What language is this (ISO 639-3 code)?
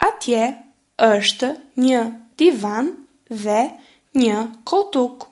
sqi